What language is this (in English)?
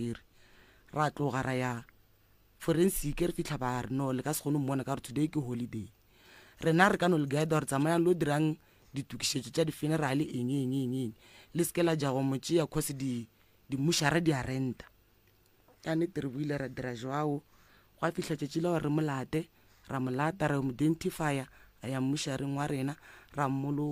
Northern Sotho